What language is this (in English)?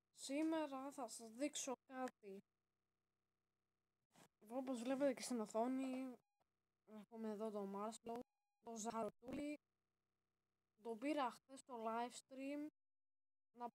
Greek